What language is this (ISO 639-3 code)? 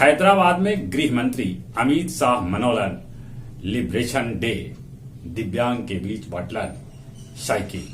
mag